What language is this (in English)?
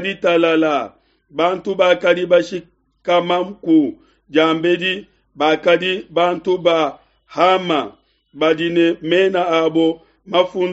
Luba-Lulua